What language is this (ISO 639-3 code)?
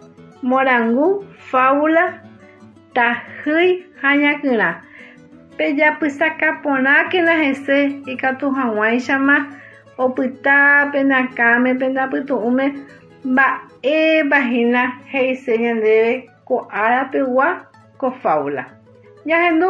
grn